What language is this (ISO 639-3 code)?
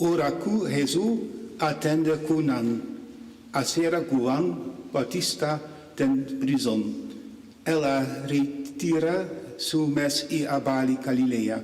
pap